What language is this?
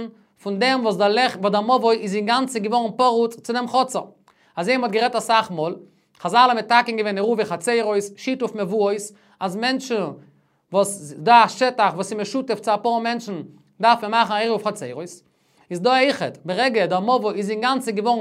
Yiddish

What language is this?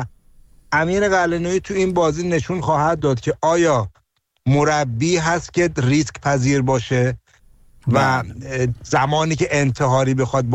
Persian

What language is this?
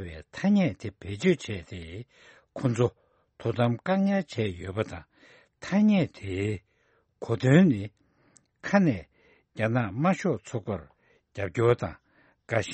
Tibetan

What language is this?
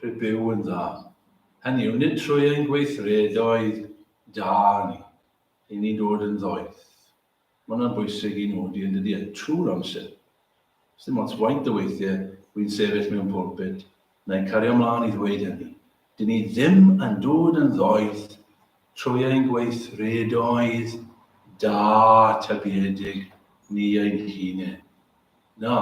Welsh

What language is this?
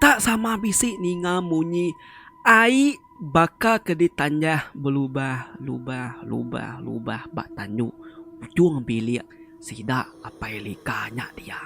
Iban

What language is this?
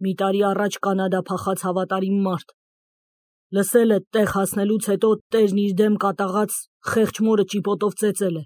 Armenian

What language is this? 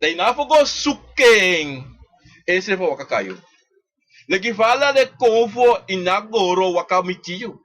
Sranan Tongo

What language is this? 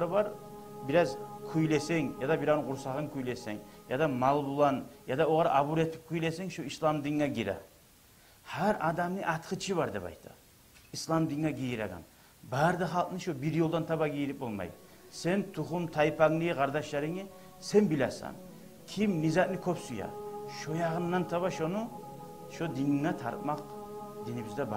Kumyk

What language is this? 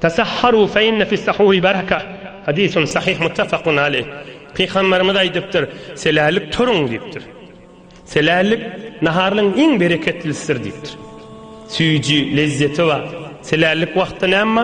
Turkmen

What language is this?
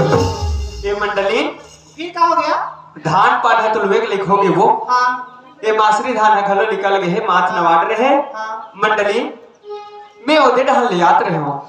Chhattisgarhi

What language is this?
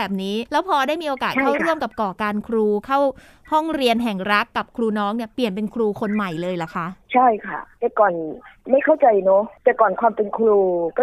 Thai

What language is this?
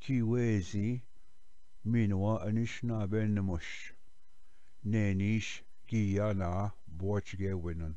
Ojibwa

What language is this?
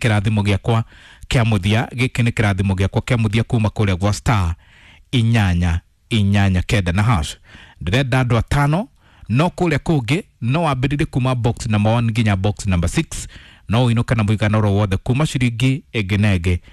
Kikuyu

